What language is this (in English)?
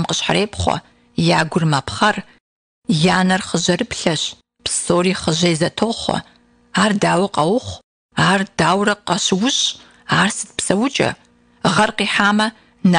Kabardian